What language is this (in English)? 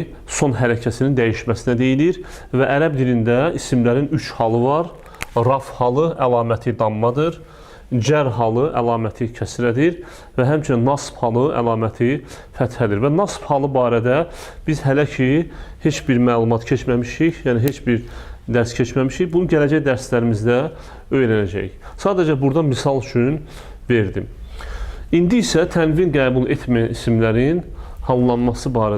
Azerbaijani